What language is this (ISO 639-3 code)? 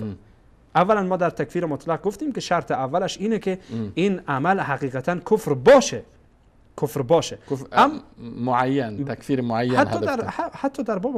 fas